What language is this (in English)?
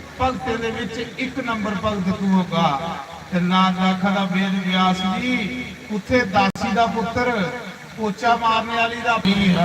Dogri